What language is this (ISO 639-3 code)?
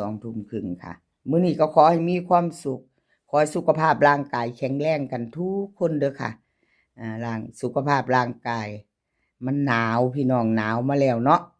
lao